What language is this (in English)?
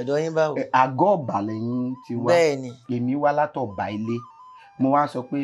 Yoruba